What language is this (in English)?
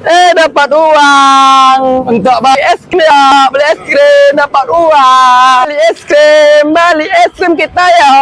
Minangkabau